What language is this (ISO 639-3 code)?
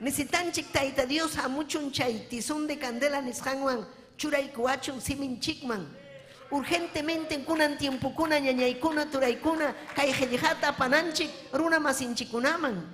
quy